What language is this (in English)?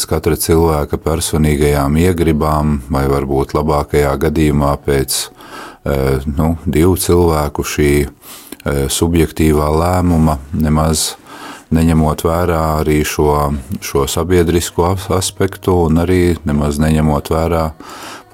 Latvian